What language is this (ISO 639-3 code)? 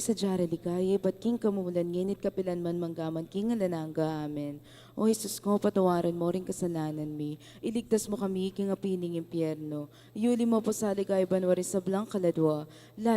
pam